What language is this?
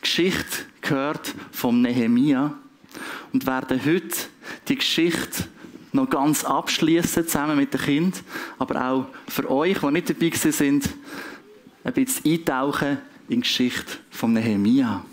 Swiss German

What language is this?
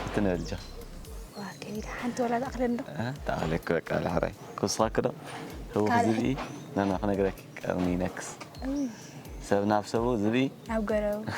Tigrinya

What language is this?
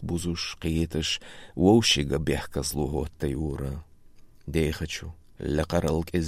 Chechen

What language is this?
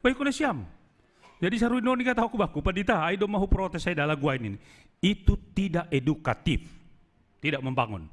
Batak Simalungun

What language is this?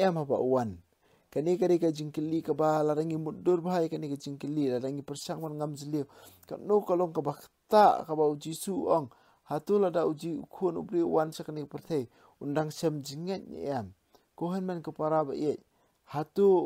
Khasi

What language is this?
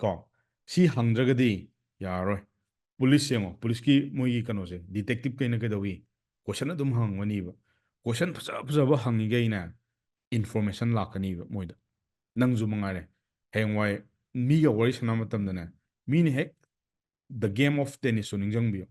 Manipuri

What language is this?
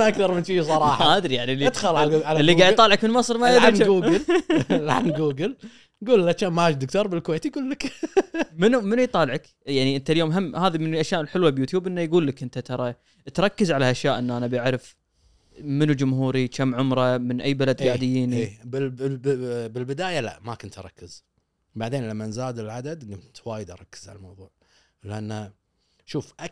Gulf Arabic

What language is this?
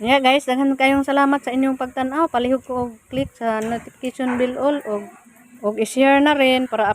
Cebuano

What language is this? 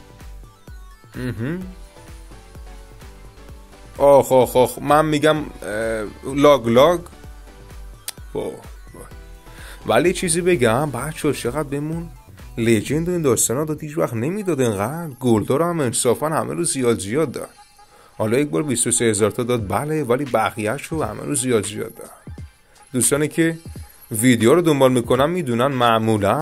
Persian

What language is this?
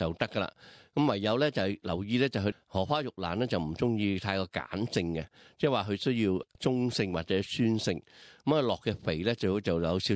Cantonese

